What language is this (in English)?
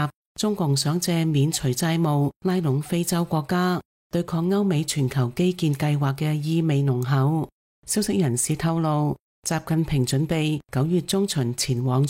Cantonese